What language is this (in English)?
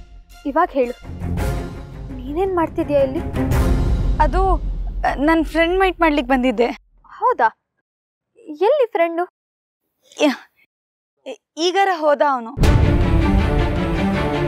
Kannada